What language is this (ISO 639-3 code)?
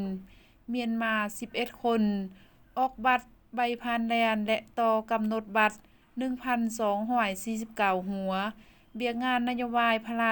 lao